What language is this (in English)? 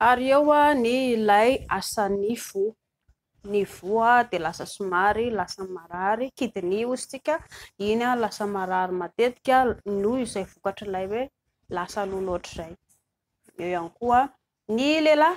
Malagasy